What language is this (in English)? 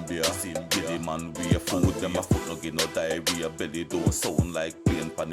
Jamaican Creole English